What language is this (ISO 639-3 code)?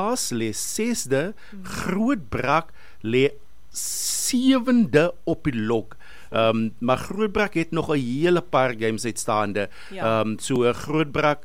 afr